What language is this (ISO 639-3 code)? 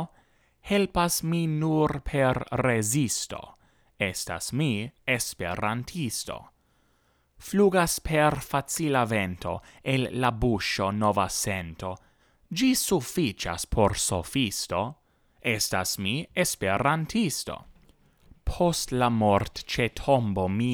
epo